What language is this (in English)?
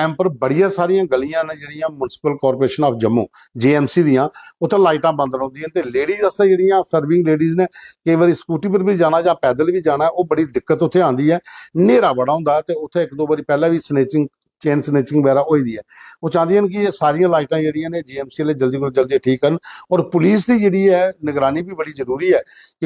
Dogri